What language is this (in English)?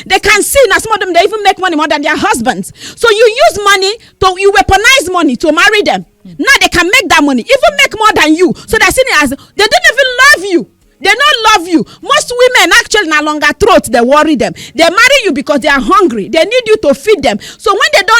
Nigerian Pidgin